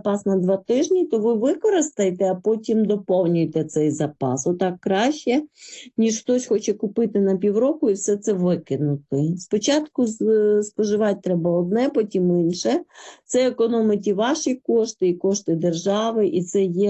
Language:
Ukrainian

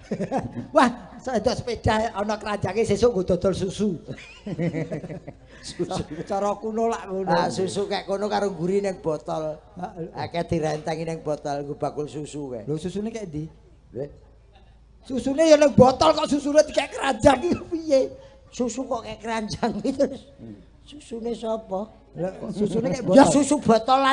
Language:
Javanese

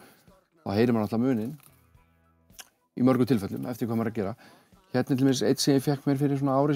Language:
Icelandic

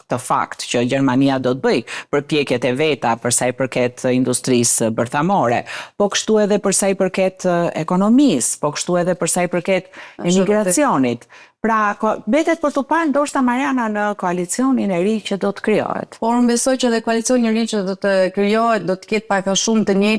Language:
Albanian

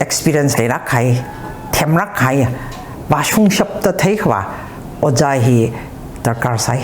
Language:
Tangkhul Naga (India)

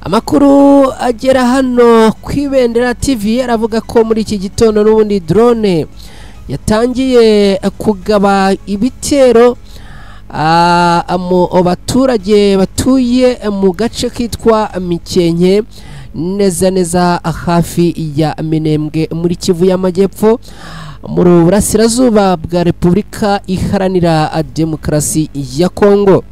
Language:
Kinyarwanda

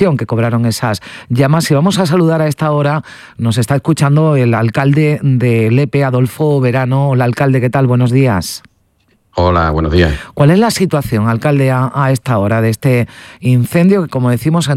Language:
Spanish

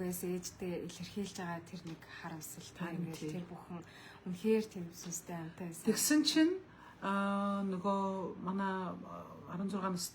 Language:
Mongolian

